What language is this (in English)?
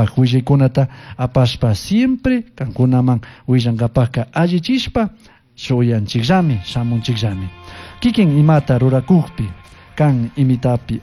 Chimborazo Highland Quichua